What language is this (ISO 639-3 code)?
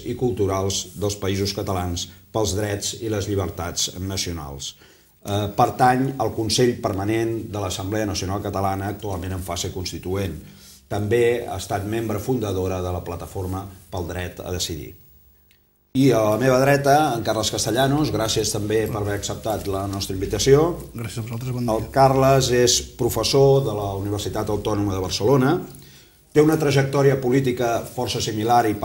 cat